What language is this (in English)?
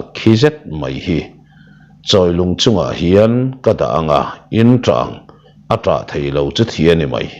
Mizo